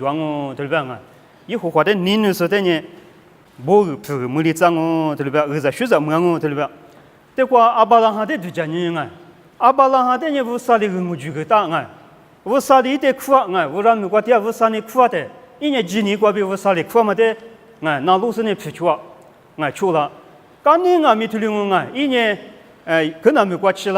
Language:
Lisu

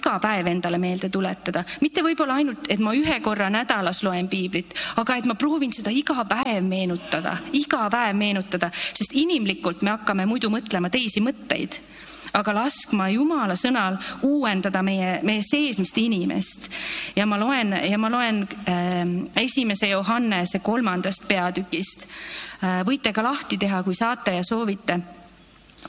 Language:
Estonian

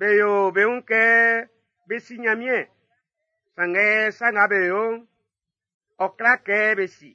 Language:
Baoulé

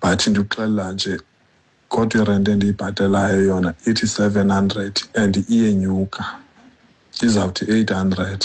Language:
Xhosa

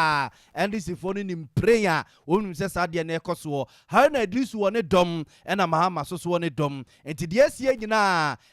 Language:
Akan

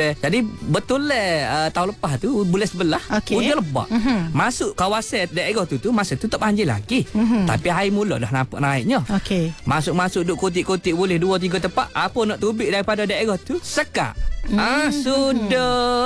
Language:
Malay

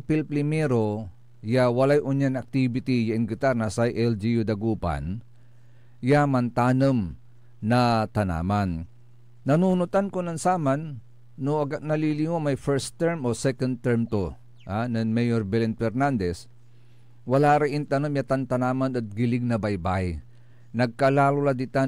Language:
Pangasinan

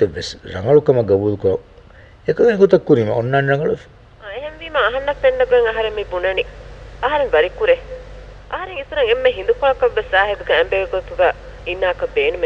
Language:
Divehi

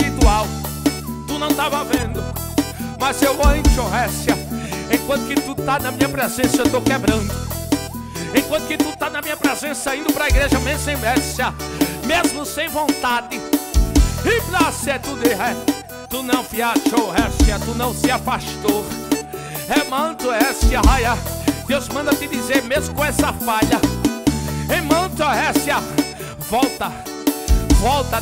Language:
Portuguese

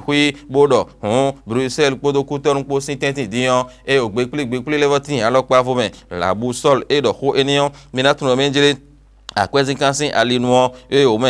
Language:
Fon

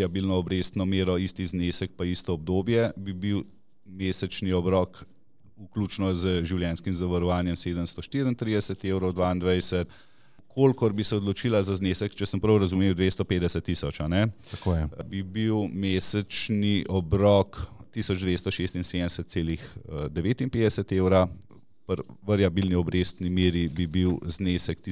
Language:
Slovenian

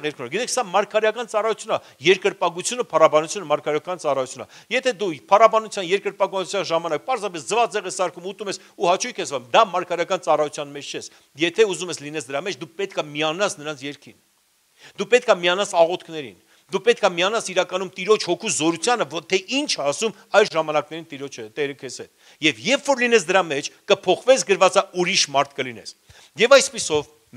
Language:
Armenian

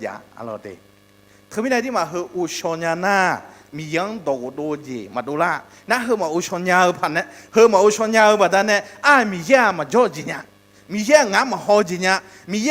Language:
Akha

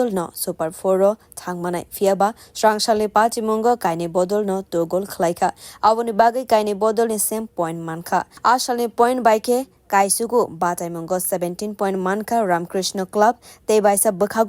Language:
Kok Borok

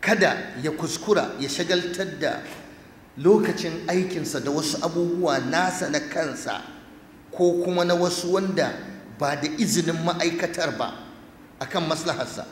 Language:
Hausa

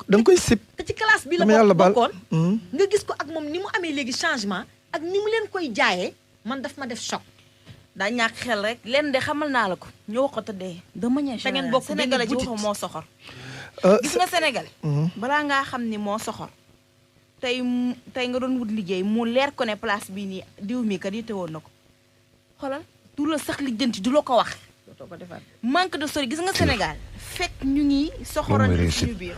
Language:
Wolof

